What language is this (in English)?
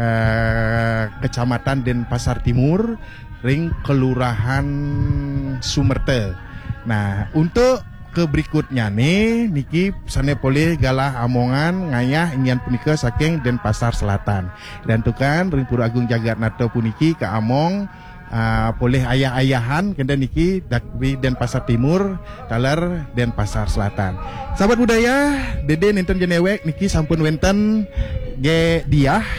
Balinese